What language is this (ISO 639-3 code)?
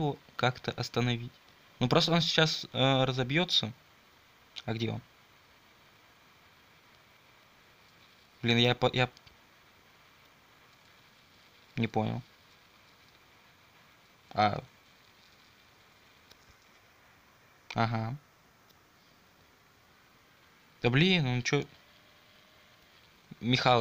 rus